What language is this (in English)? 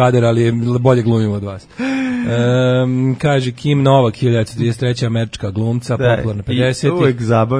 Serbian